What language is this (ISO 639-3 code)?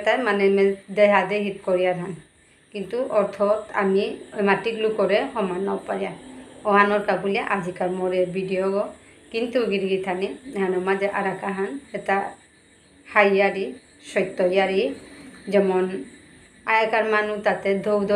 bpy